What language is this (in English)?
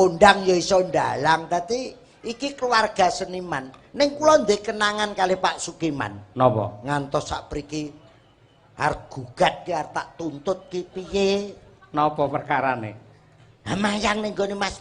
Javanese